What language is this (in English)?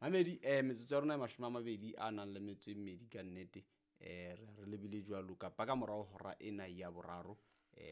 Southern Sotho